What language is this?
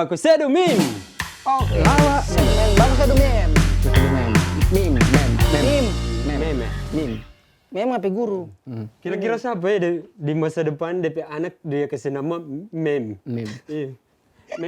Manado Malay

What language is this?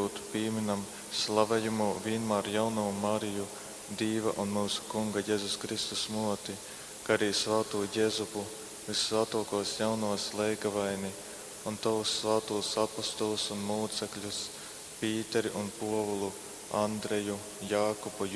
Latgalian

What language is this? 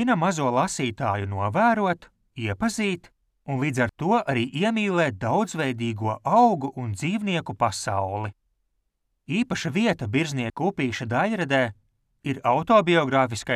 Latvian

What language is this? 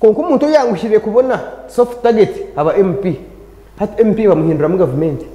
Nyankole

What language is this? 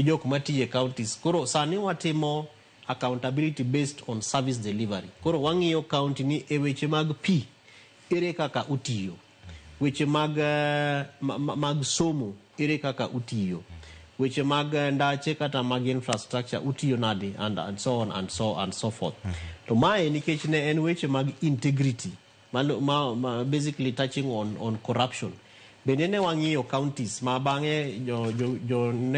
Luo (Kenya and Tanzania)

